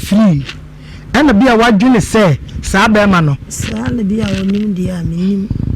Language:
Akan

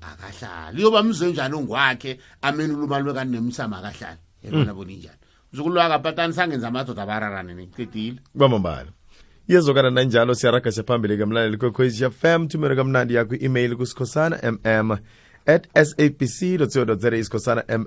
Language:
South Ndebele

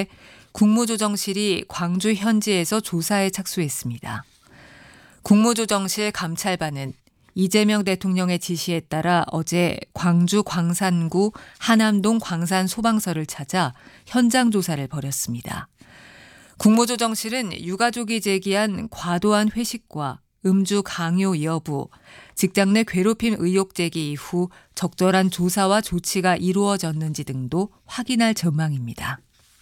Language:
Korean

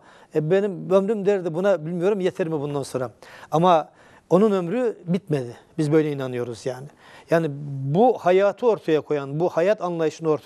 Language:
Turkish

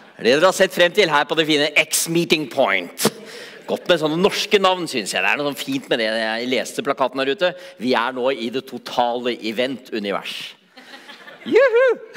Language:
Norwegian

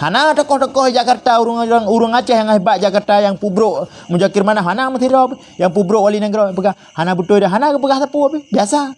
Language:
Achinese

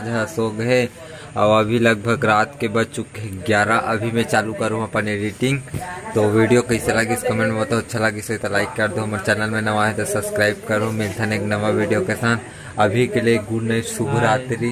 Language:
Chhattisgarhi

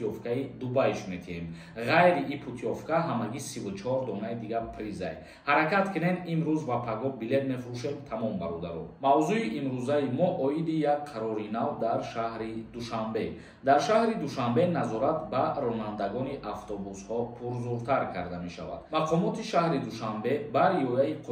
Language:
Tajik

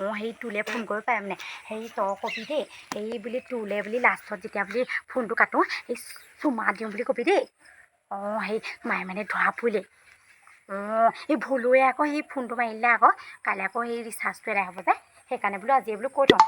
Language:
Assamese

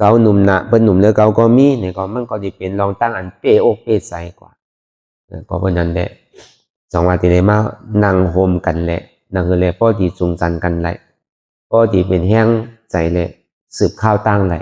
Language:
Shan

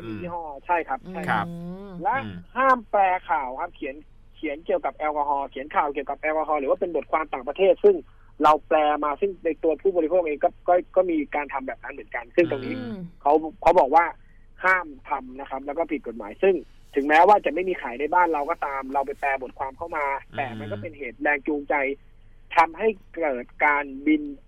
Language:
Thai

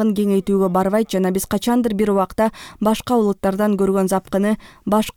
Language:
Kyrgyz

